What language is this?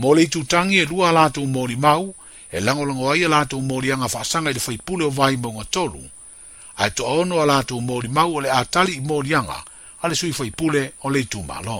Samoan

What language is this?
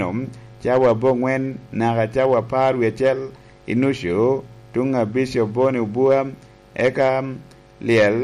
Lango (Uganda)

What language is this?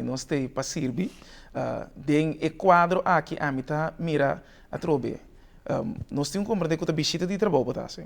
Papiamento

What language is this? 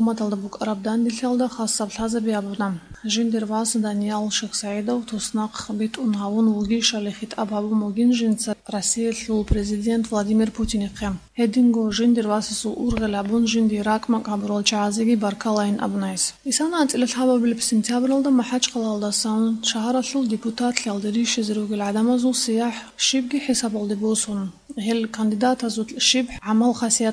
Avaric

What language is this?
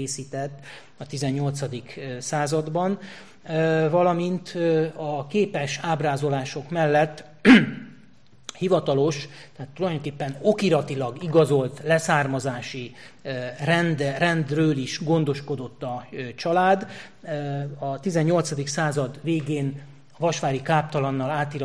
Hungarian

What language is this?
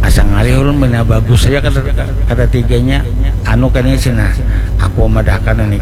Banjar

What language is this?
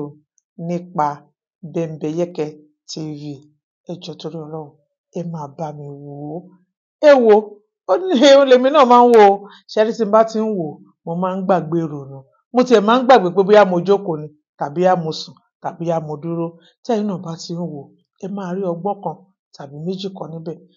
Yoruba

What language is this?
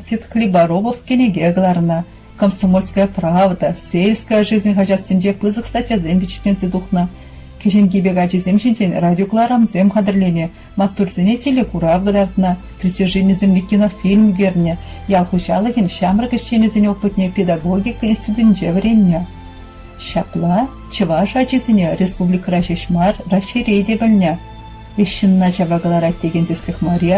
Chuvash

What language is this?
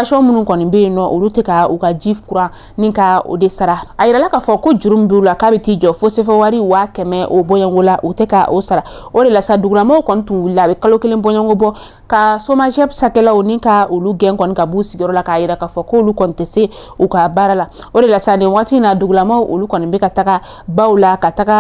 Bambara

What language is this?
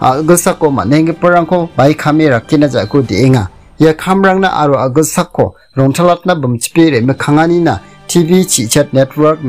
Garo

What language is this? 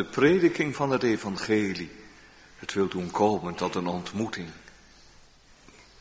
Dutch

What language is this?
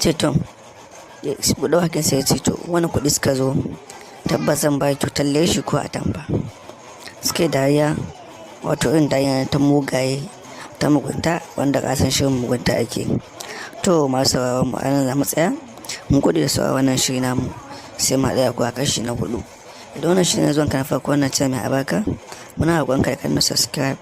Hausa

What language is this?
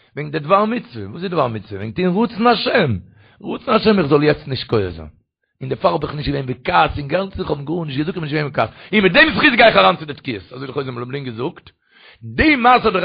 Yiddish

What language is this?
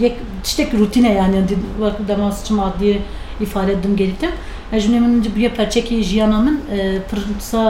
Kurdish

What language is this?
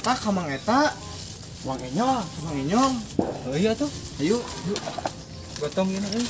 Sundanese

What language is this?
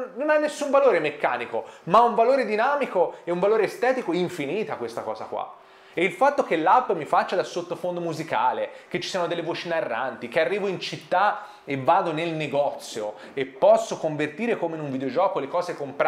Italian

